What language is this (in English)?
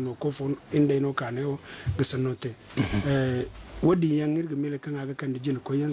Zarma